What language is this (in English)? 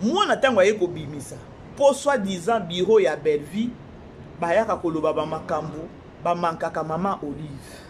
Lingala